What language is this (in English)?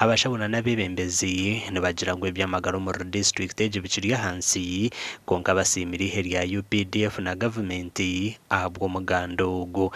Nyankole